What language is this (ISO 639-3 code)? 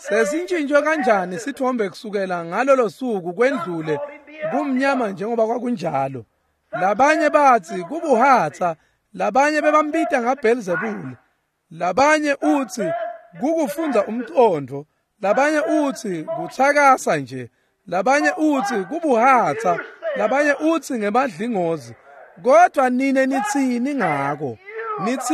ssw